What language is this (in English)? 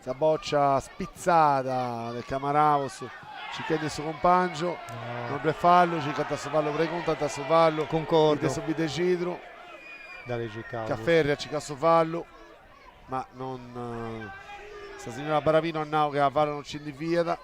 Sardinian